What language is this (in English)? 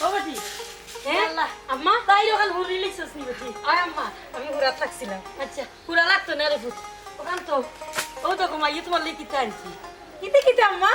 Sylheti